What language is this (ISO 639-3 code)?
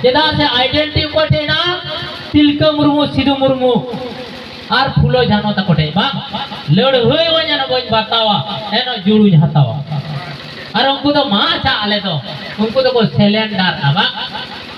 sat